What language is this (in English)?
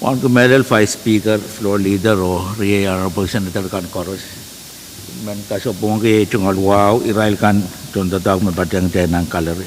Pohnpeian